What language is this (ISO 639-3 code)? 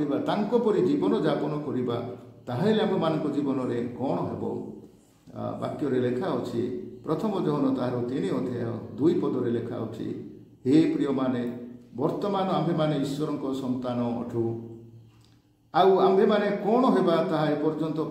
ori